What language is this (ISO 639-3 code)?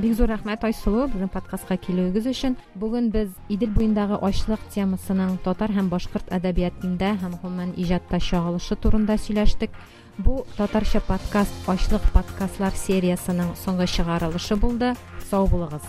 tat